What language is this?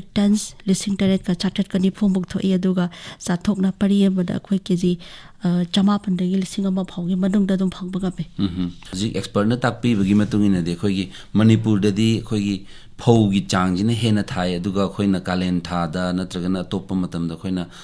Manipuri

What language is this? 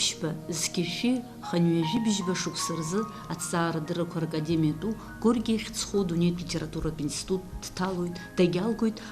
Abkhazian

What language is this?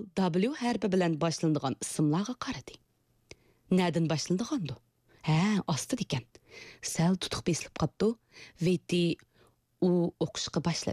Uyghur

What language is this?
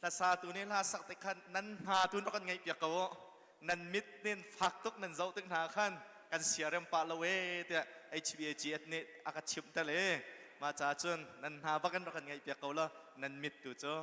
Hakha Chin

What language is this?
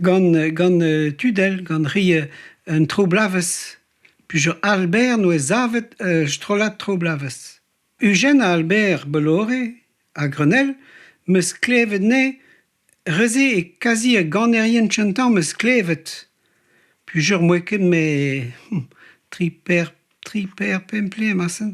Breton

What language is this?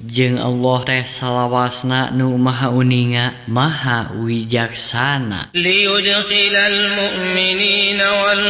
Sundanese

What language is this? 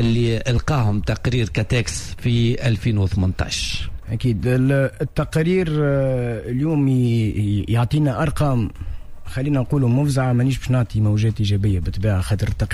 Tunisian Arabic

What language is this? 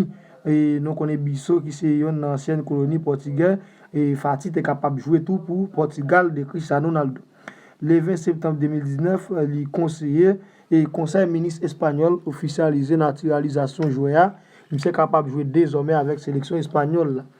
Haitian Creole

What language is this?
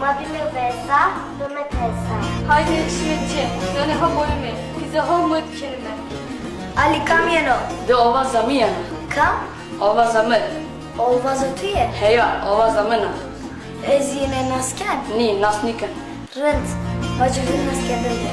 Zaza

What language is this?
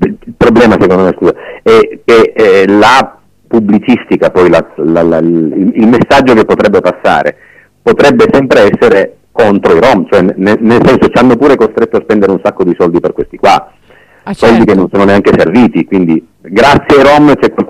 Italian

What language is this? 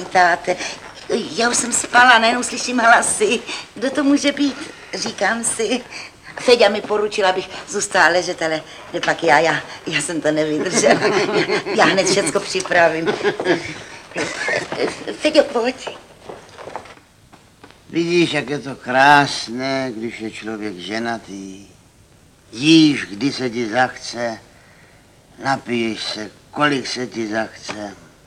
Czech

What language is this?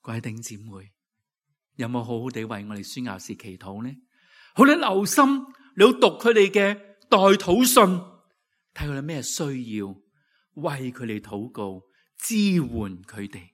Cantonese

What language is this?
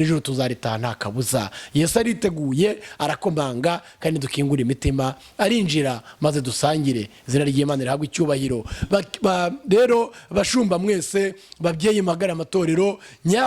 Kinyarwanda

